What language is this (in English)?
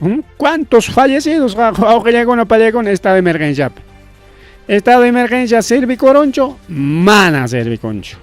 Ayacucho Quechua